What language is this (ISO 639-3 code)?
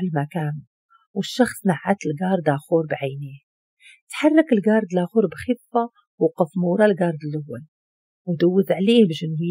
ary